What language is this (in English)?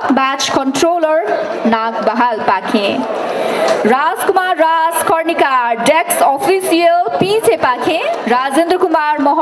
Newari